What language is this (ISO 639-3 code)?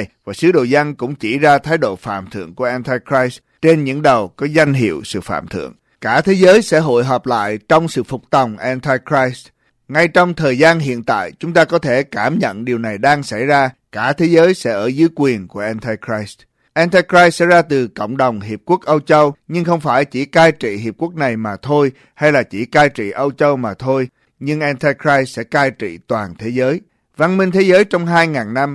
vie